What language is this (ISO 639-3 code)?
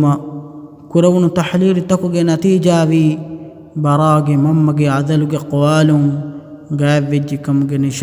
div